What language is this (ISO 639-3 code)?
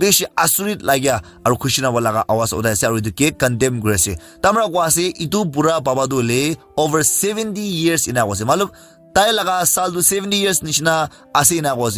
nag